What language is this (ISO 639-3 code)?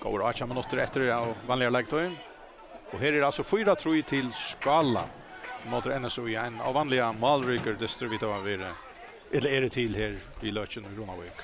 fao